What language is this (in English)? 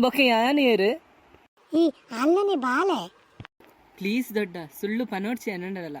Tulu